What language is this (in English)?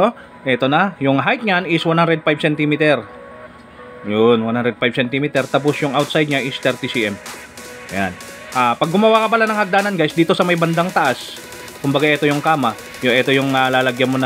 Filipino